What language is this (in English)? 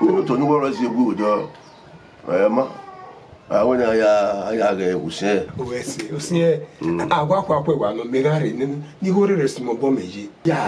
Bini